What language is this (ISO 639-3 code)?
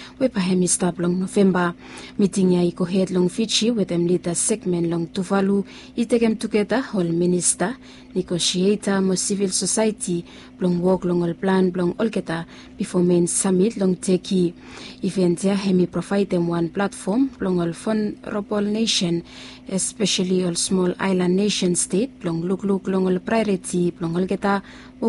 bis